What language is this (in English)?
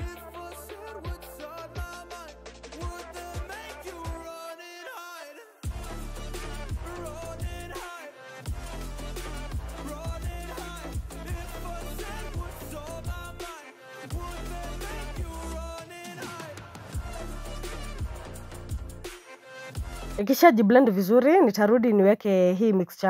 Swahili